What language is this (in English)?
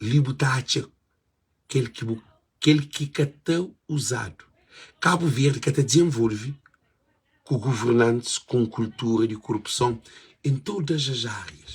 Kabuverdianu